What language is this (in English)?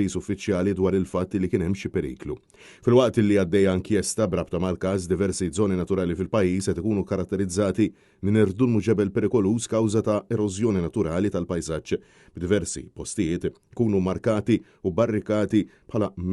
Maltese